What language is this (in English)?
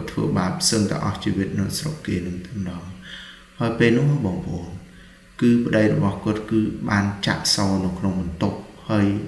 Khmer